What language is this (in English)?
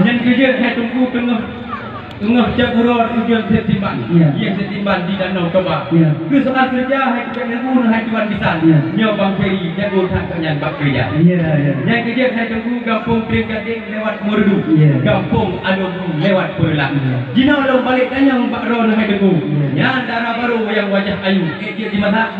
Achinese